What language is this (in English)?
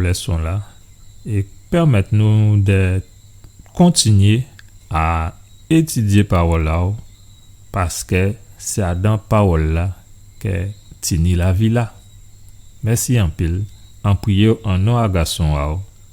Guadeloupean Creole French